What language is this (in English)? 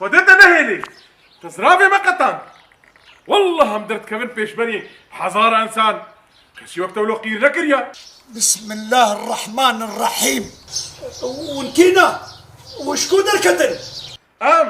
Kurdish